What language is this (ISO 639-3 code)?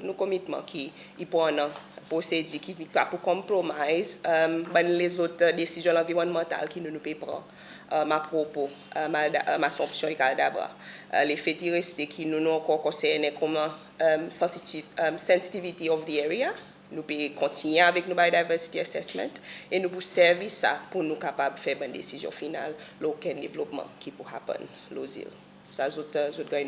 crs